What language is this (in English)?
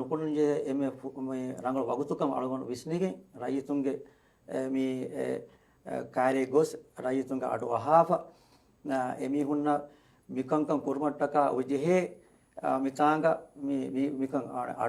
Divehi